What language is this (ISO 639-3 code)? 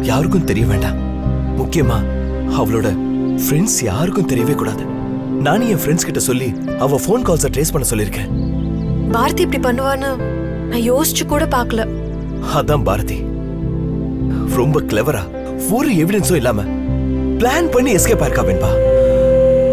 tam